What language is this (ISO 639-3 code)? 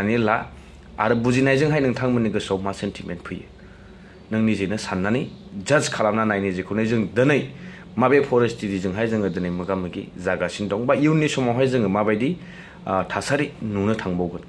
brx